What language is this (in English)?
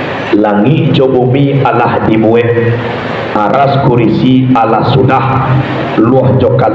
Minangkabau